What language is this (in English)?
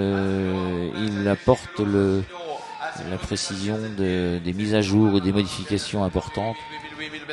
French